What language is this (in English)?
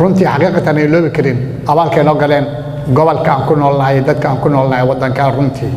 Somali